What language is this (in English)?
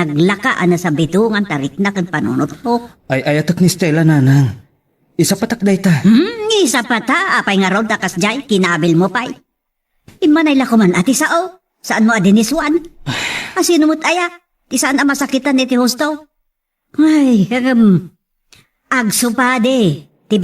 Iloko